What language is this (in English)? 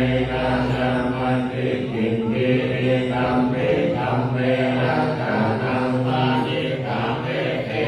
Pali